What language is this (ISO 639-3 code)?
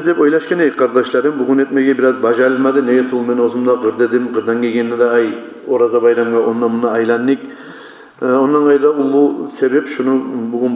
kum